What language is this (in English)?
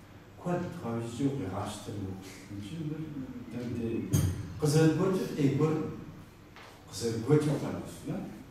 Kabardian